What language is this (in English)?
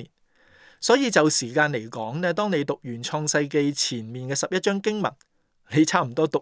Cantonese